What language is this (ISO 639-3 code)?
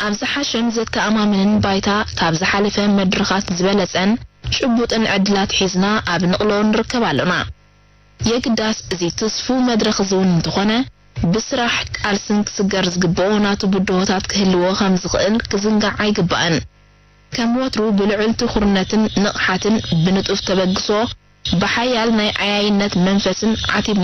tir